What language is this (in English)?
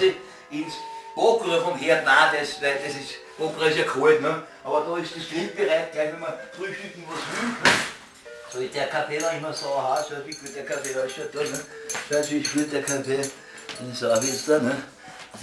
Bavarian